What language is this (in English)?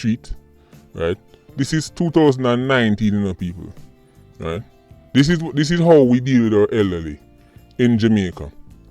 Jamaican Creole English